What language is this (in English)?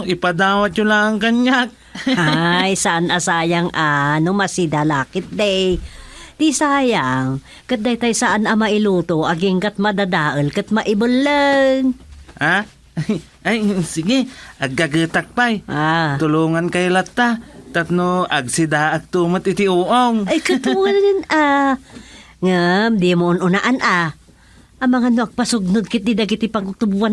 Iloko